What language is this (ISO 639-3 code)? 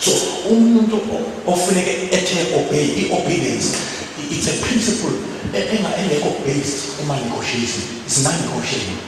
zul